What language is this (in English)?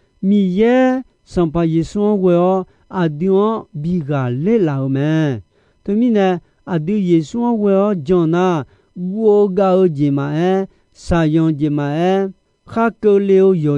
Akha